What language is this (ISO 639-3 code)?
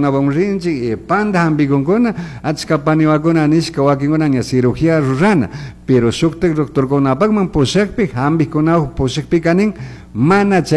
qug